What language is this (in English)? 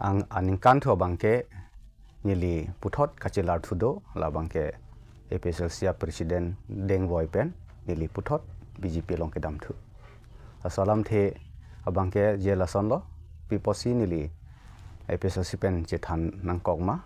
Karbi